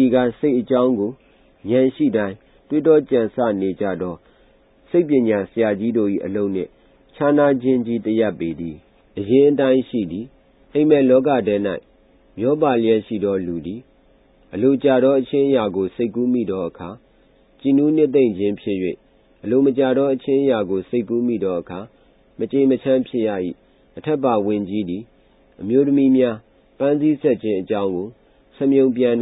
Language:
Burmese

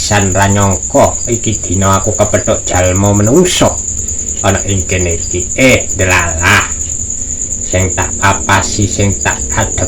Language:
Javanese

